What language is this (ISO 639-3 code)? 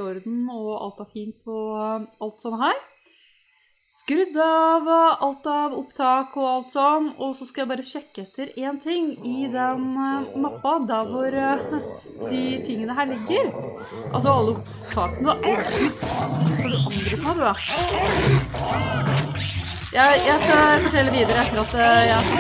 nor